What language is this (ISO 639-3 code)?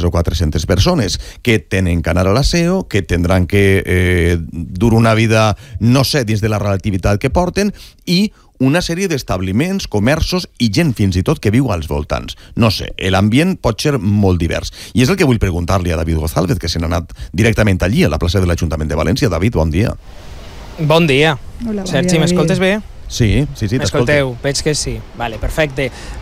cat